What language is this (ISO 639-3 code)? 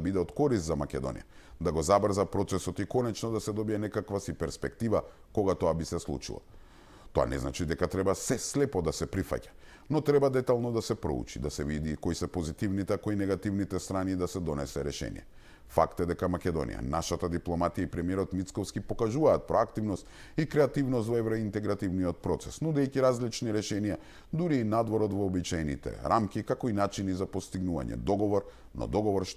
mkd